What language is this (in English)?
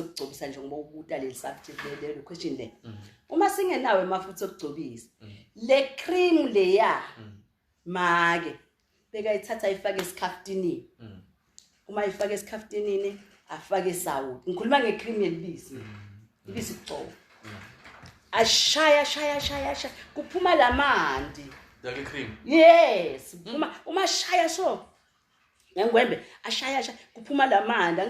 Zulu